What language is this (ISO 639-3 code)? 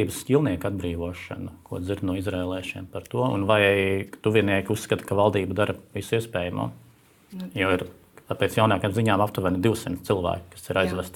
lav